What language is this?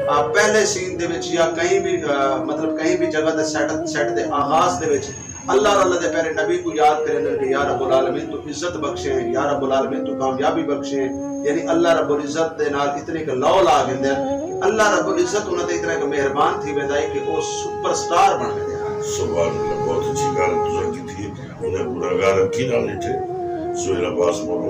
Saraiki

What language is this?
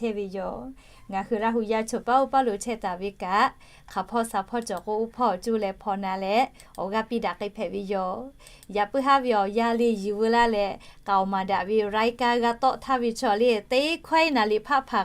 Lahu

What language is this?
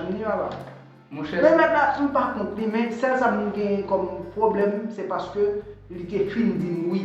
Haitian Creole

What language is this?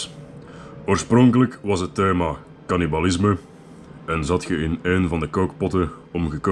Dutch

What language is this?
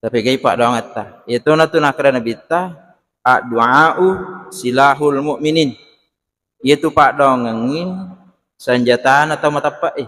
Buginese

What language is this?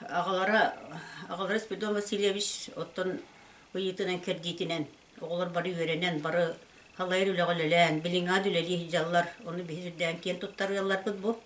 Yakut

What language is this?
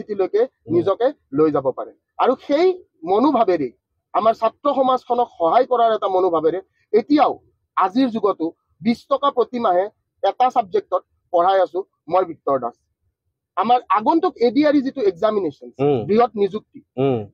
Assamese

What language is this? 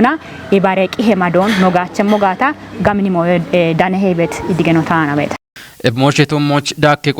Kafa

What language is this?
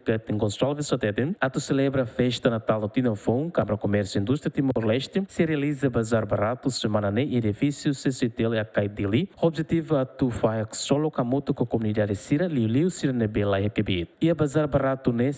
Tetum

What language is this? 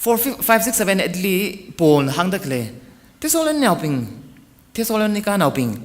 Tangkhul Naga (India)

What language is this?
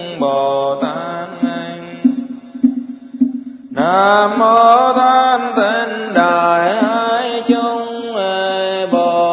Vietnamese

